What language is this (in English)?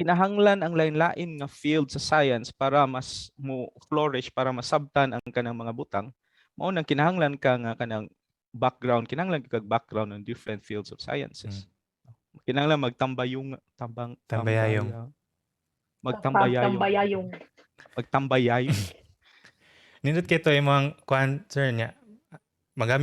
Cebuano